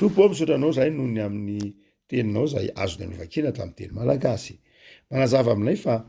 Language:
Malagasy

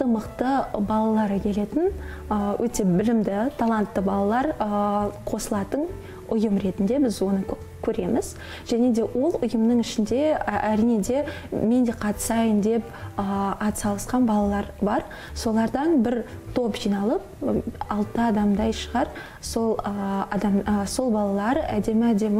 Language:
Kazakh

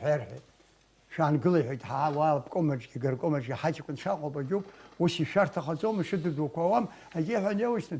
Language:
Abkhazian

